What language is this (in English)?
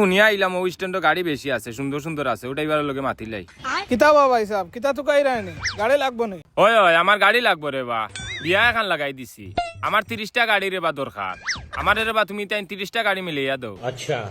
Sylheti